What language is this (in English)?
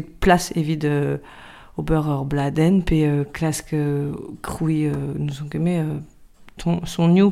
Breton